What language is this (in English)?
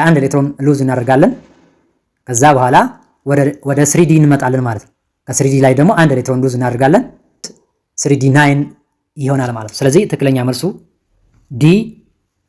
Amharic